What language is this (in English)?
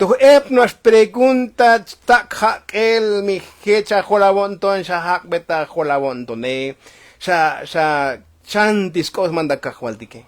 Tzotzil